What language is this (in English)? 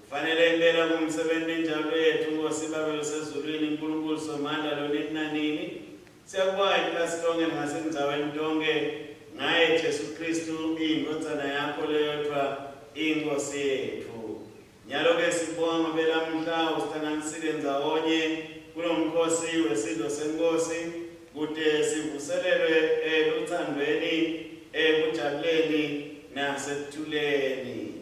Swati